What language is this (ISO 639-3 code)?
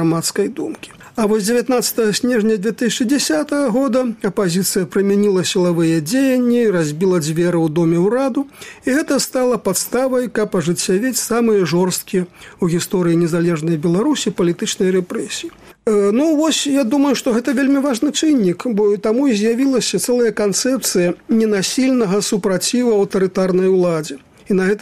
bel